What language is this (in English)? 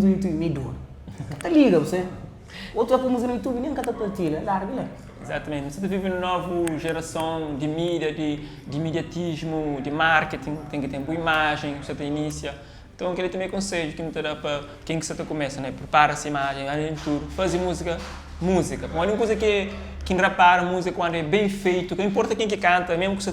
Kabuverdianu